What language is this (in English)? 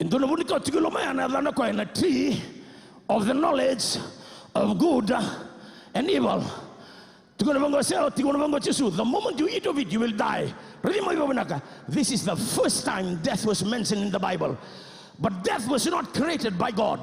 Fijian